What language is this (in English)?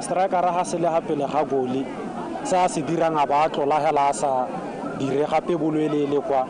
Tswana